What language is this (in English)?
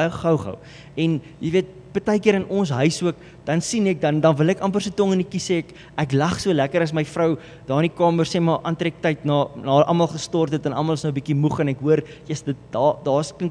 Afrikaans